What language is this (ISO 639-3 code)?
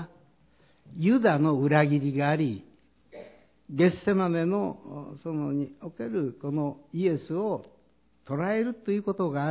jpn